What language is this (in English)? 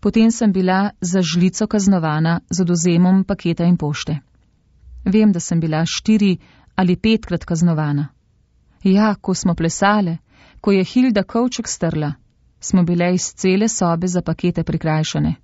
Slovenian